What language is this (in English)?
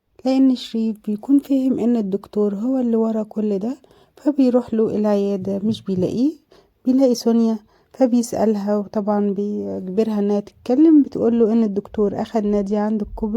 Egyptian Arabic